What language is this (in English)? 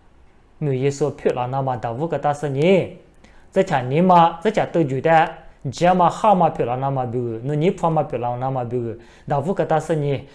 Lisu